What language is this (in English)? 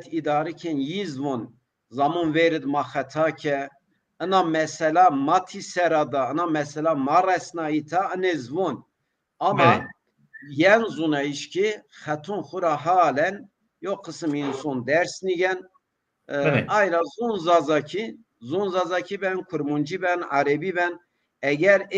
Zaza